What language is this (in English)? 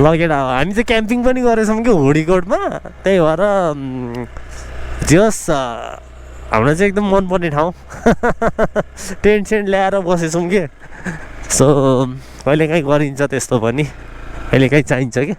Nepali